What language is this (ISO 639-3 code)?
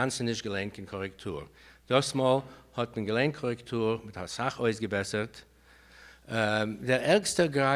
yid